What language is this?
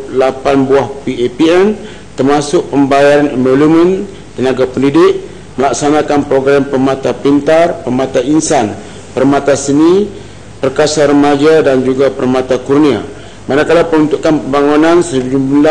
Malay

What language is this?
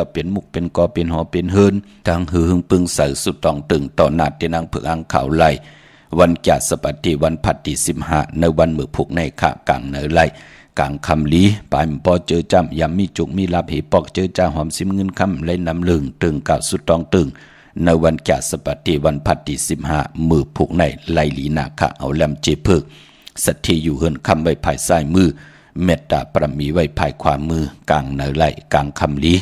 Shan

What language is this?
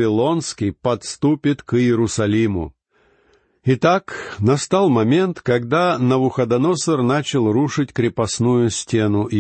Russian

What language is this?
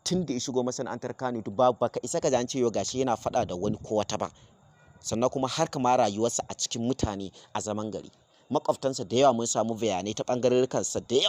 Hausa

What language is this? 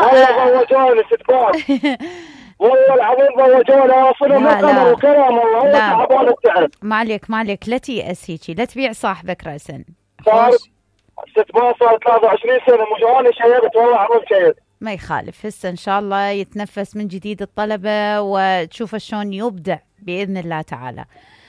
Mesopotamian Arabic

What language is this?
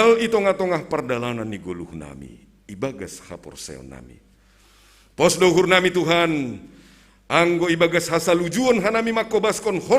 Batak Simalungun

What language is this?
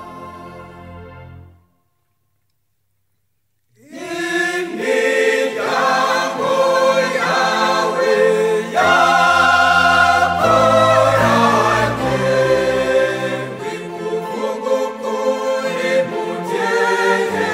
Kinyarwanda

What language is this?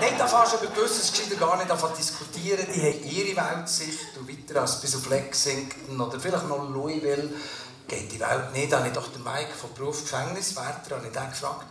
Swiss German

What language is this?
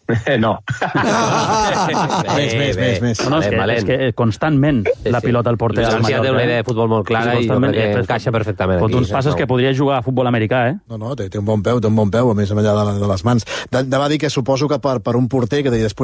Catalan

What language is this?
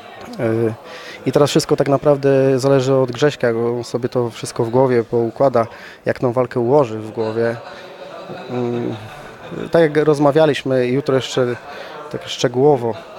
Polish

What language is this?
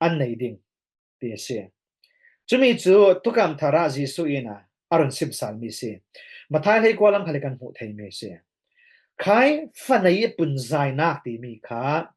Falam Chin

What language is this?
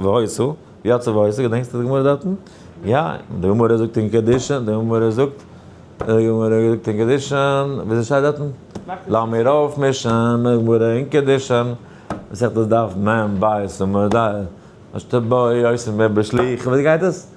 Yiddish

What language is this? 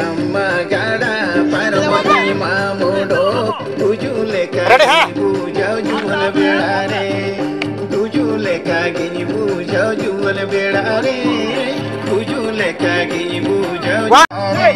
Santali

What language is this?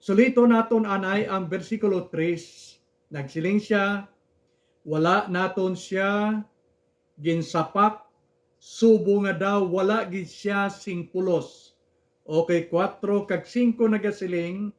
Hiligaynon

